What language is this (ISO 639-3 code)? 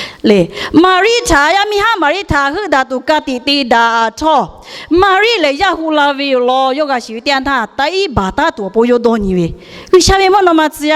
lhu